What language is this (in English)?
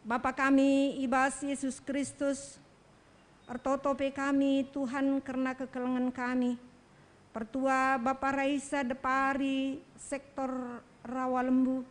Batak Karo